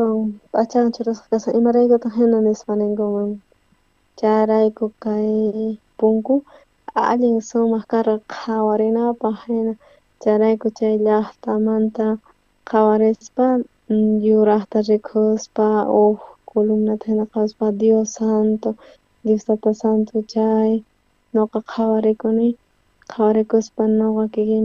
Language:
South Bolivian Quechua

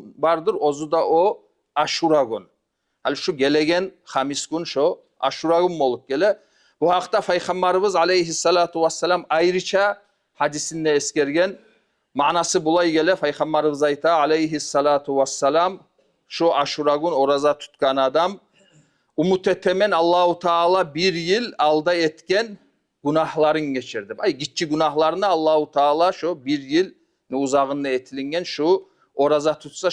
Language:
Kumyk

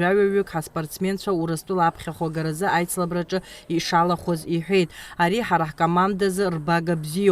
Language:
Abkhazian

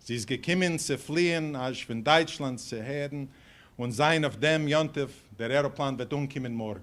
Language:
Yiddish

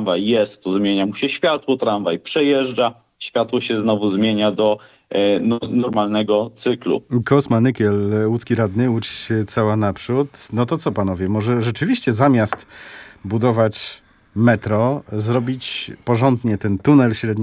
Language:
Polish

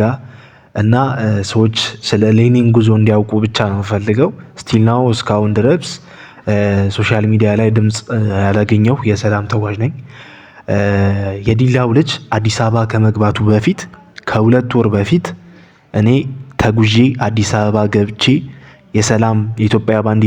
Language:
Amharic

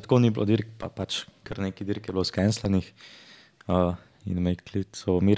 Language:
Slovenian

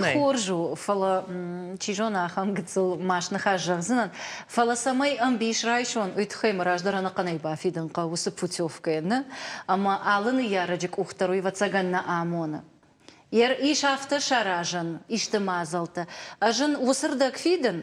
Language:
Ossetic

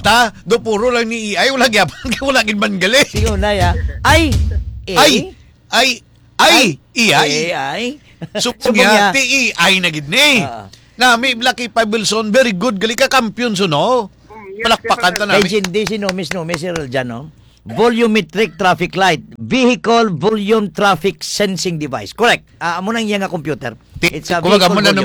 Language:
Hiligaynon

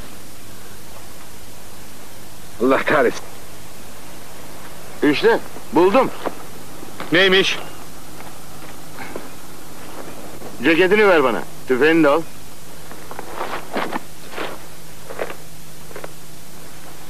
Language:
Turkish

